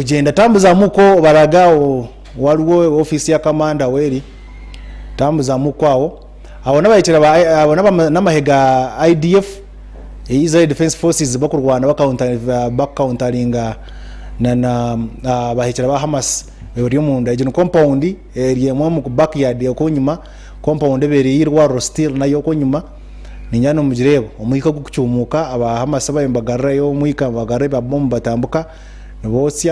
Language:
Nyankole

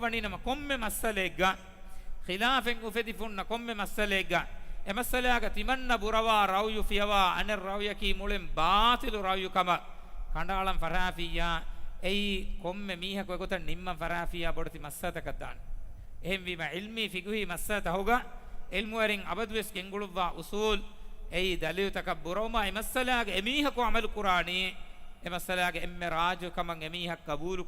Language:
Divehi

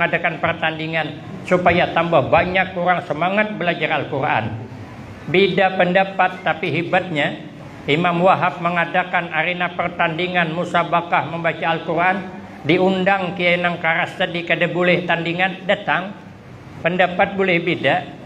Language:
Banjar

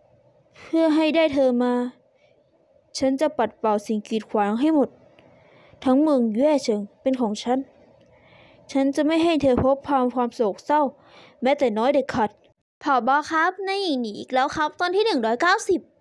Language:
Thai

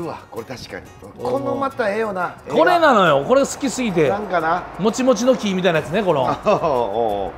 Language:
Japanese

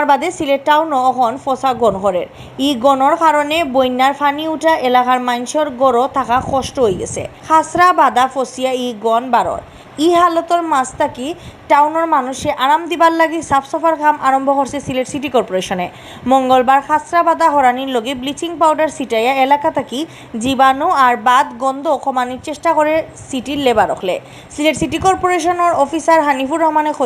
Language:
Sylheti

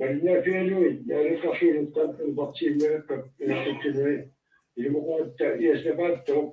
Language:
Kalaallisut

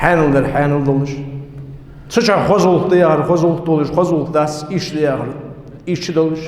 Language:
Ingush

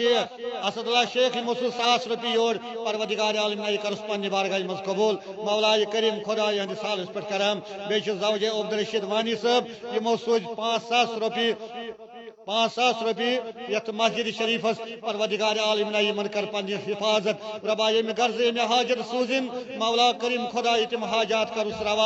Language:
Kashmiri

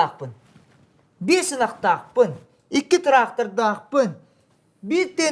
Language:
Yakut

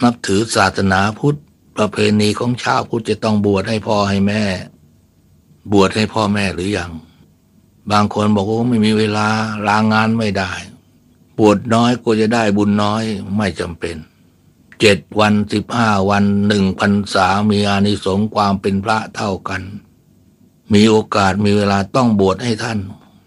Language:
Thai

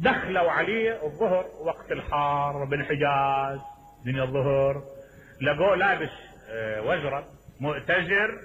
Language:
Mesopotamian Arabic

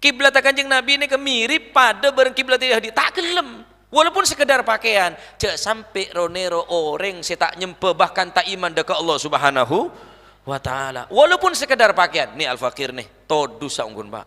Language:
Madurese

